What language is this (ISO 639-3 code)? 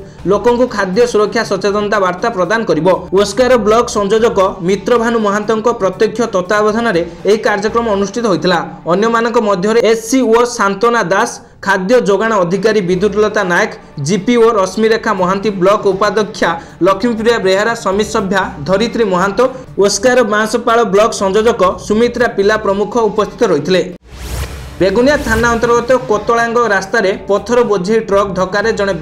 ori